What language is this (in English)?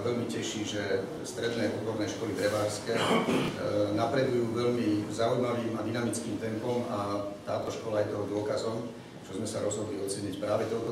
Slovak